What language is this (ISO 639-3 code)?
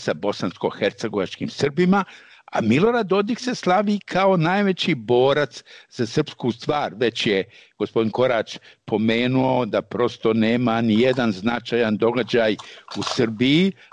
srp